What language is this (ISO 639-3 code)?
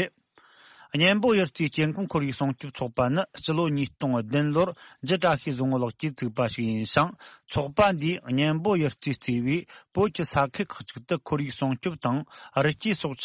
bod